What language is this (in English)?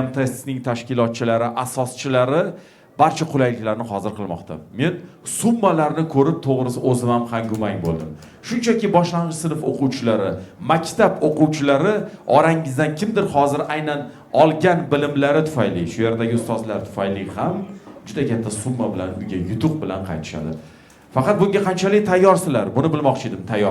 Uzbek